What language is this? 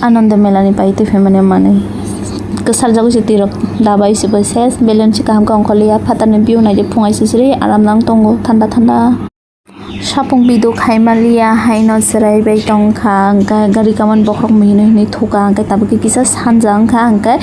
Kok Borok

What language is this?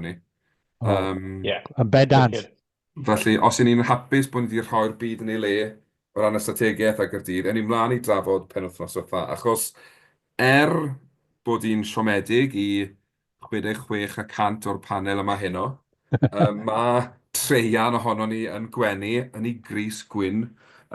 Welsh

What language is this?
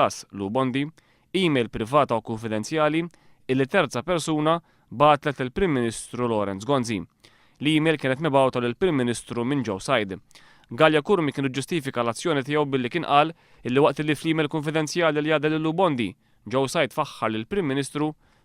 Maltese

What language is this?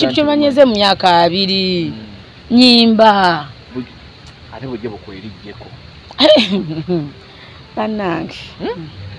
Ganda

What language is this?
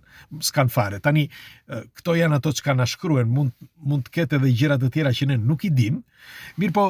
Albanian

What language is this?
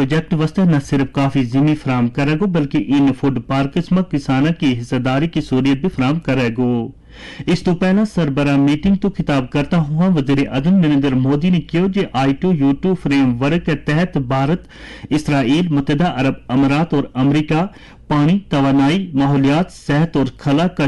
Gujari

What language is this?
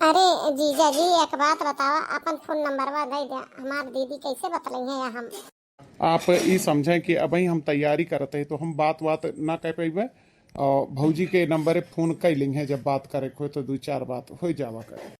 Awadhi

